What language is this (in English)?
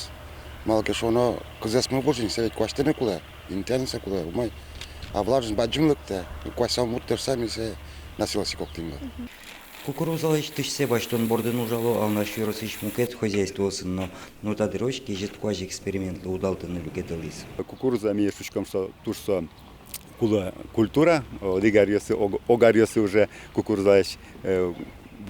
Udmurt